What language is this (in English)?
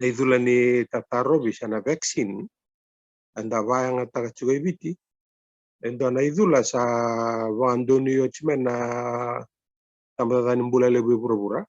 Fijian